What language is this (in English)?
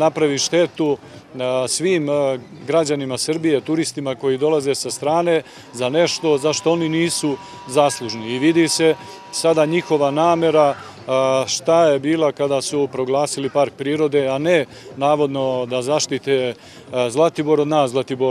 Serbian